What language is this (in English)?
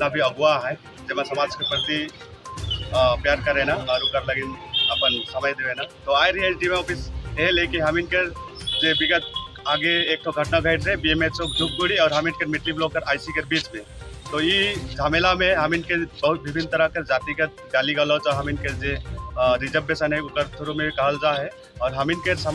Sadri